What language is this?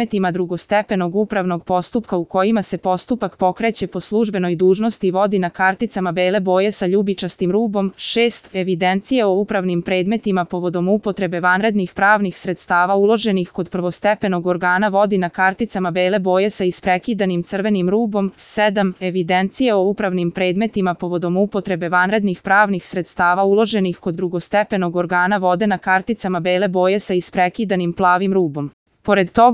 Serbian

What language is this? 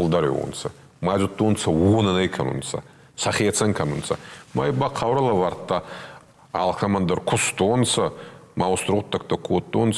Ossetic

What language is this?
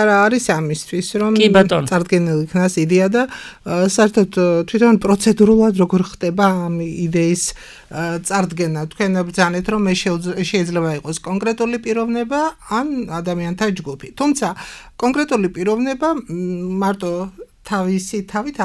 Georgian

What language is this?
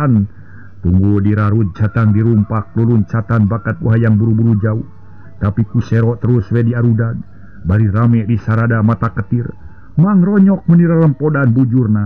Sundanese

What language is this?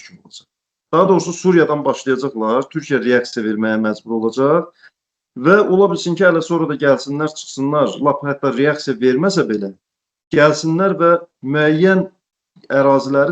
Azerbaijani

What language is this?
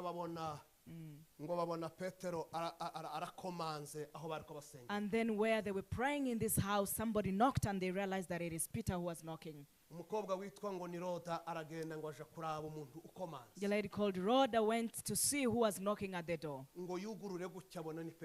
Kinyarwanda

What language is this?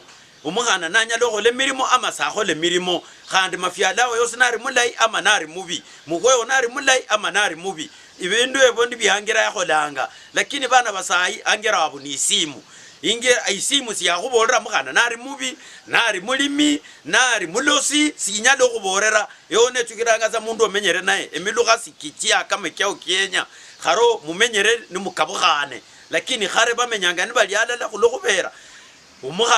Luyia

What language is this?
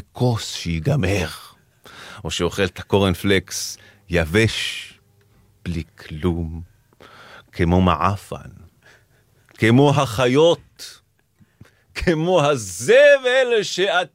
Hebrew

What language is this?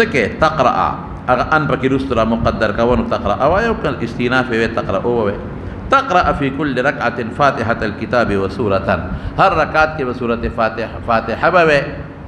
Pashto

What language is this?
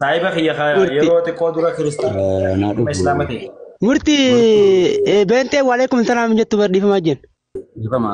Oromo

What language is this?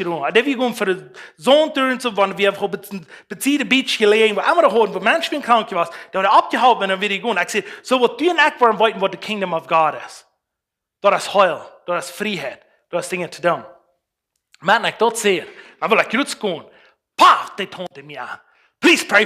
Plautdietsch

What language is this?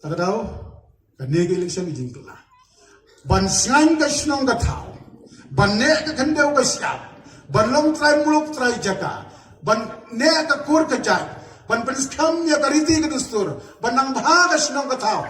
Khasi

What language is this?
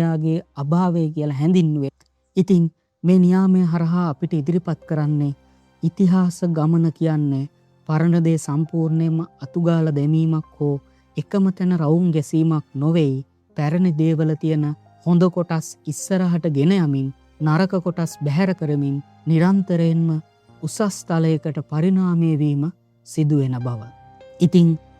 Sinhala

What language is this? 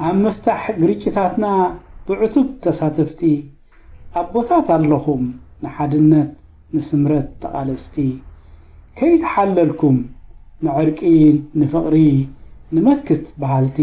Tigrinya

